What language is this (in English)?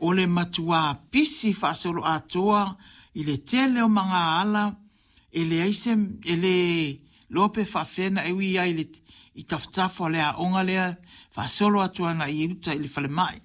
Samoan